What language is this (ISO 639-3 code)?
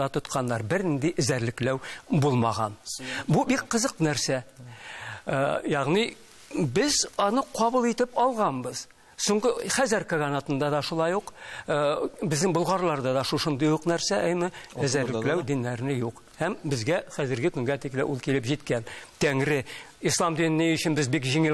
tat